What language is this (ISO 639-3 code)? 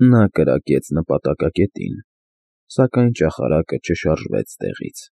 hye